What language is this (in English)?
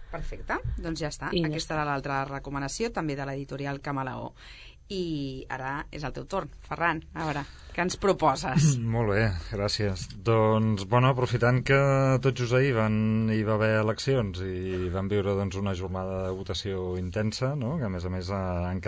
Catalan